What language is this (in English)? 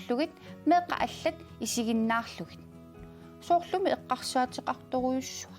Kalaallisut